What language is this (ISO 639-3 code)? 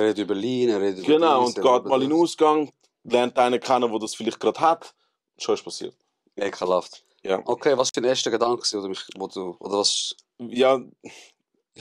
gsw